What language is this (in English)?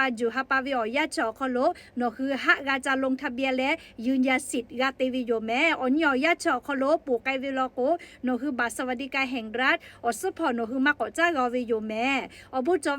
Lahu